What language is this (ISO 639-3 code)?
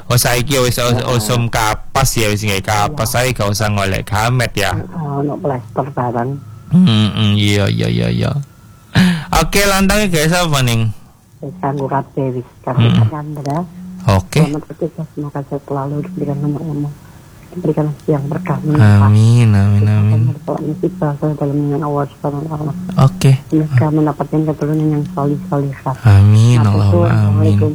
jav